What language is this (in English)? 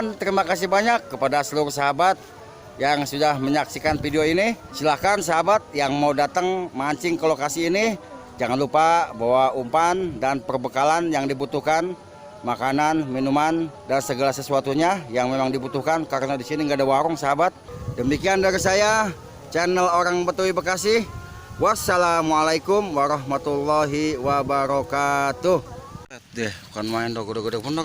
Betawi